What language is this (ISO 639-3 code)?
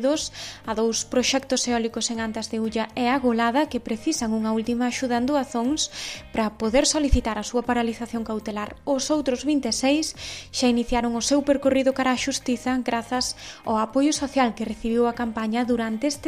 glg